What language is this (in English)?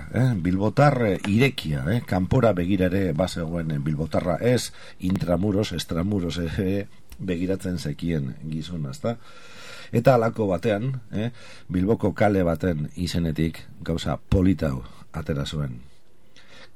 Basque